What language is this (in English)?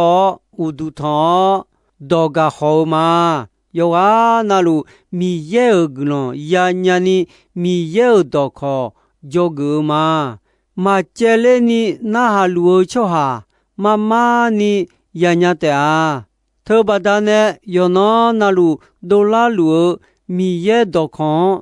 Akha